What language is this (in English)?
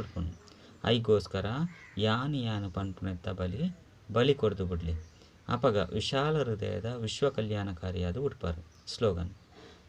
Tulu